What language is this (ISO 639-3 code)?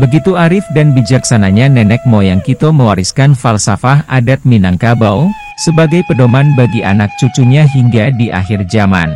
min